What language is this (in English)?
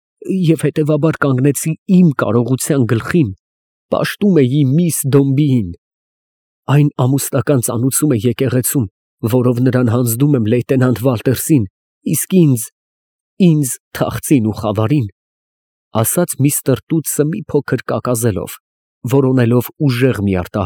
Armenian